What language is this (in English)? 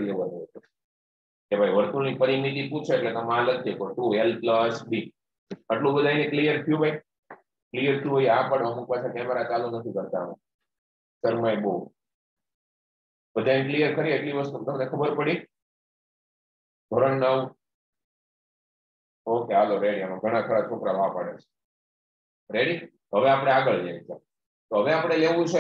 Gujarati